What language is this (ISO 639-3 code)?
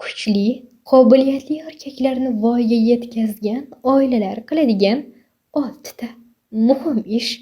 uzb